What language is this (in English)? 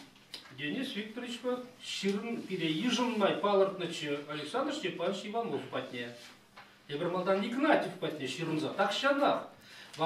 Chuvash